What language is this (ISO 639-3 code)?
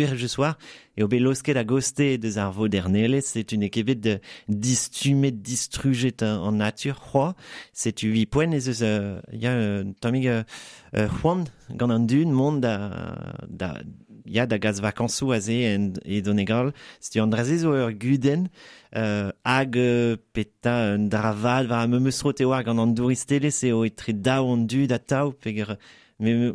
bre